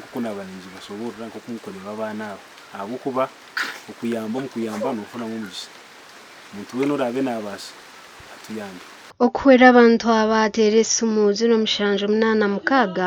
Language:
Nyankole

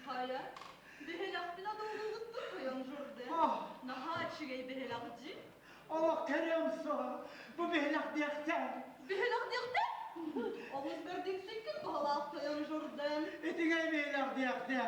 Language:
Yakut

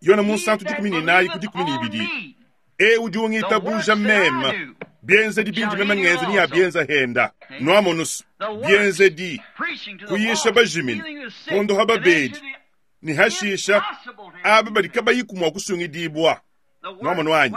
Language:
Luba-Lulua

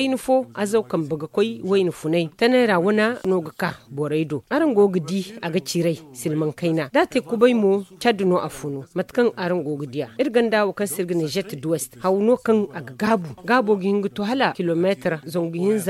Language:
Zarma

